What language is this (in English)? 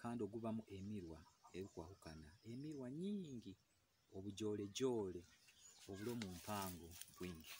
Nyoro